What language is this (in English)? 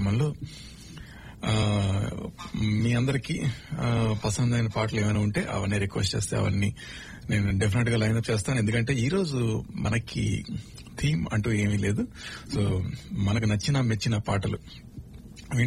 Telugu